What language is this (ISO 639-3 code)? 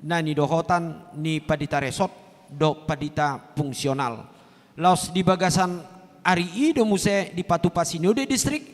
bbc